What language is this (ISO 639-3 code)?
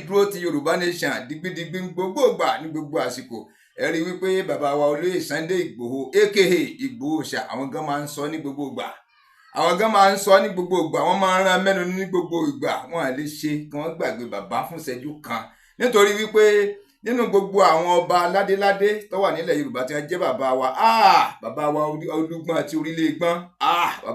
yor